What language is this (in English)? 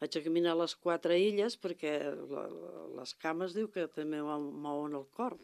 Catalan